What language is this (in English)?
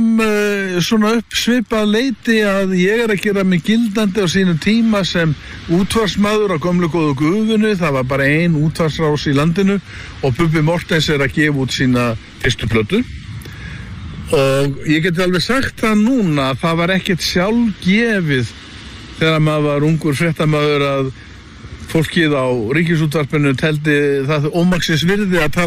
Icelandic